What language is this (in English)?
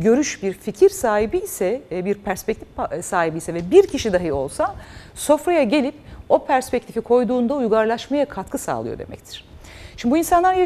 Turkish